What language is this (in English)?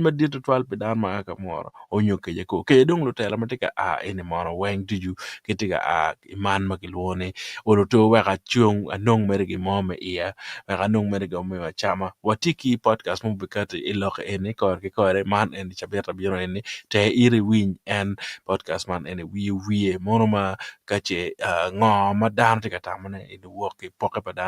Acoli